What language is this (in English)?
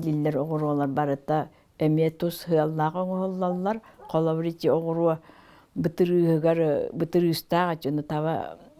Yakut